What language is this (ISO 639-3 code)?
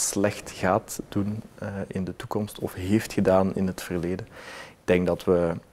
nld